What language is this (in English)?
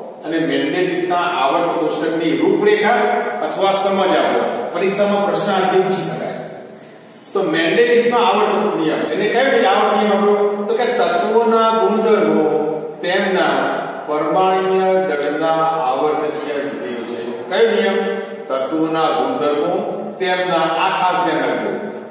Gujarati